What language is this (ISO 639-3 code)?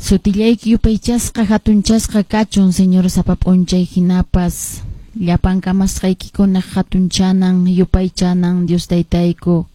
que